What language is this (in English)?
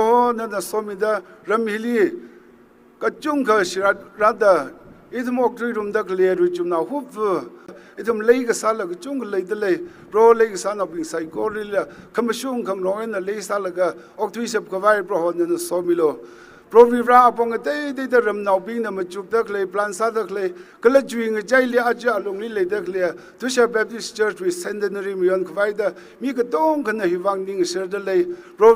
Tangkhul Naga (India)